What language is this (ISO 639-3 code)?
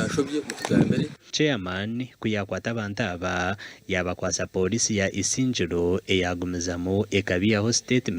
nyn